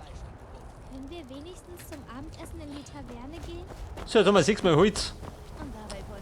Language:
Bavarian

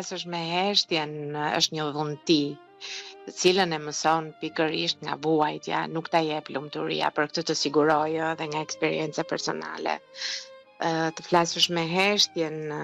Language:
Albanian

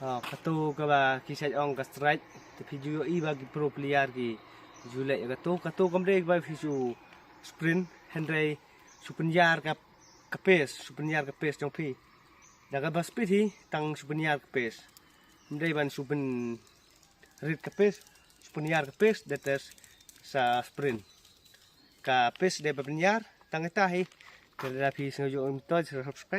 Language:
Khasi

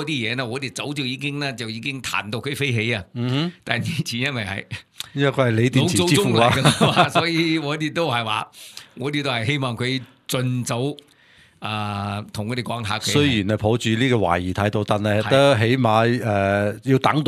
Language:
Cantonese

